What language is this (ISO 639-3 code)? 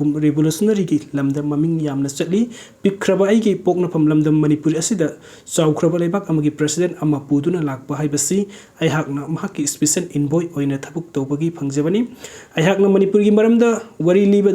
mni